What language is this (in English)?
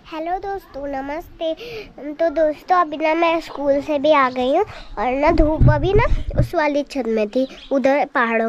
Hindi